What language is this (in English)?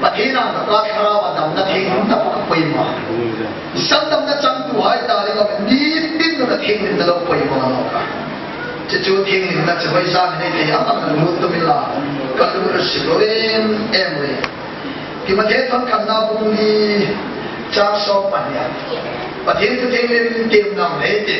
Hmar